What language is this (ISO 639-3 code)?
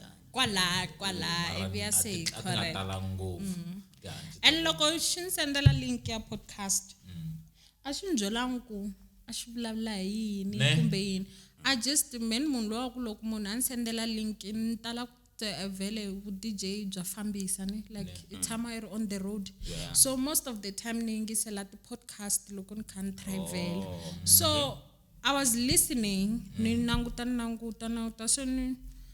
tso